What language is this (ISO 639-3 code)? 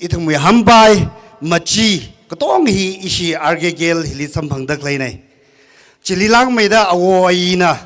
nmf